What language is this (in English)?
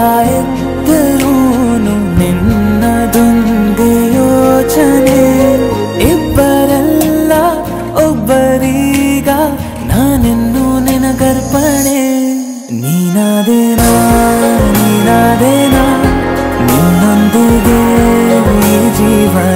Kannada